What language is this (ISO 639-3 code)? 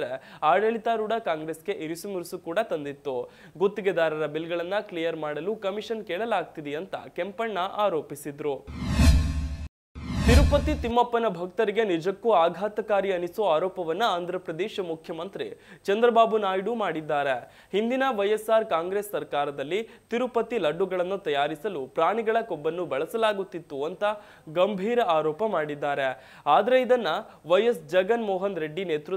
kan